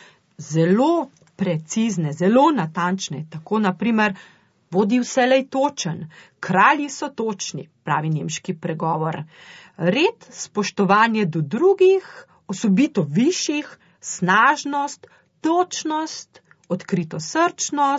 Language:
Slovenian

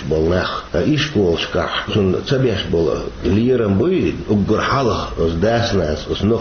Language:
Chechen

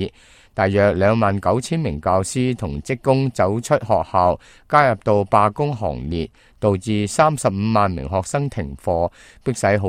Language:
Cantonese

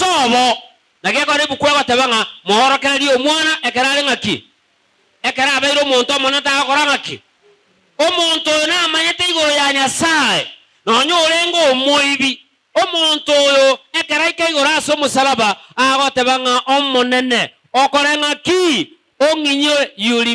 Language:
Gusii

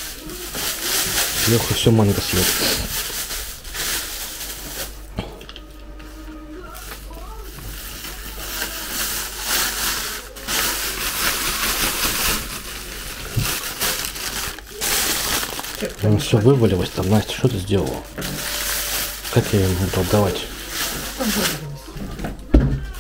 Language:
Russian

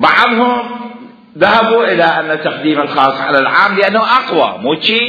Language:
Mesopotamian Arabic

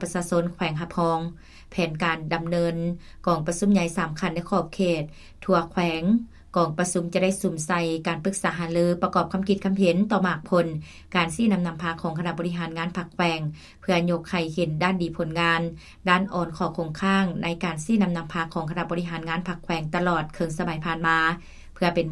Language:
Lao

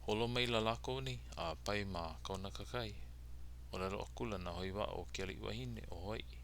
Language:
Hawaiian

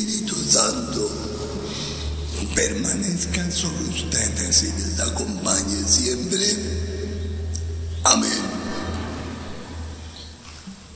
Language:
Spanish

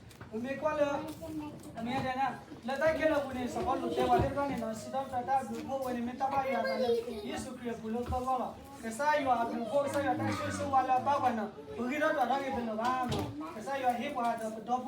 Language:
S'gaw Karen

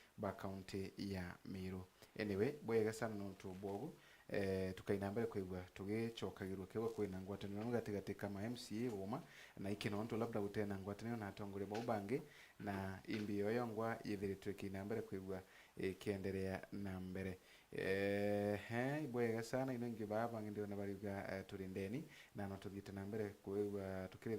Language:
Meru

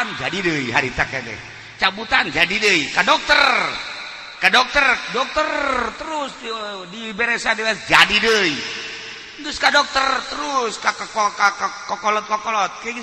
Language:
Sundanese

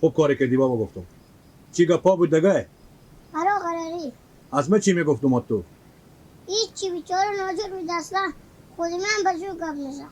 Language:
Persian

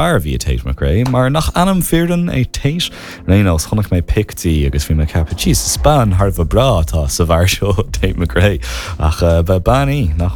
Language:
Irish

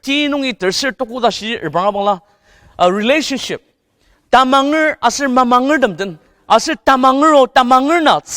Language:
Ao Naga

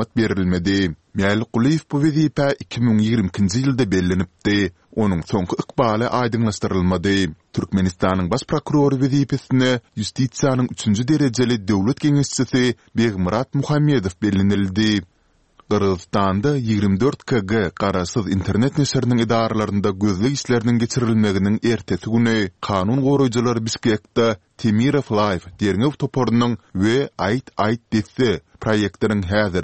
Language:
Turkmen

